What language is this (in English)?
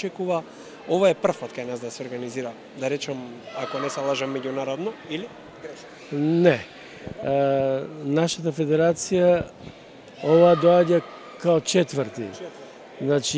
Macedonian